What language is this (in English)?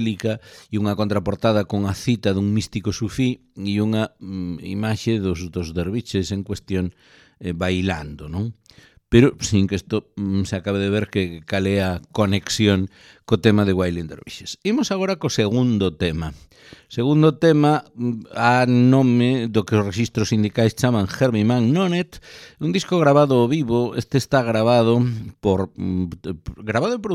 Galician